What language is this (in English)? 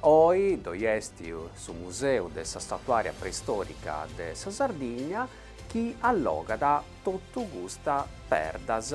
Sardinian